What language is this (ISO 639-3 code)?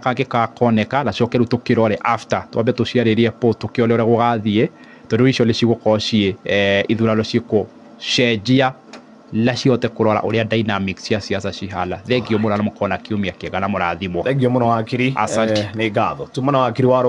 kik